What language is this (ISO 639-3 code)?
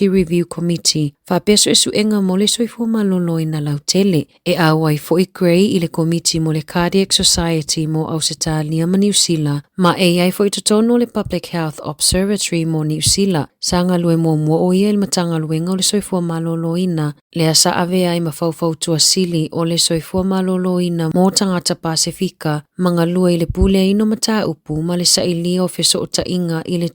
smo